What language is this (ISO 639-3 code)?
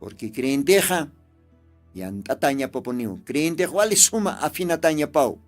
aym